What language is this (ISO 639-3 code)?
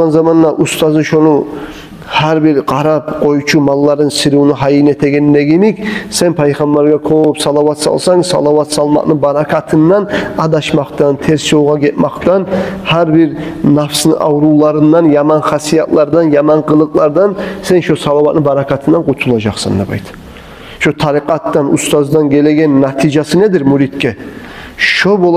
kum